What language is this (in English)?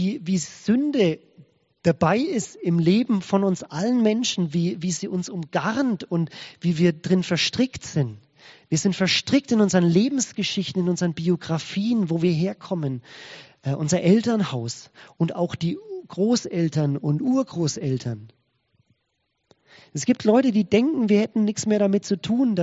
German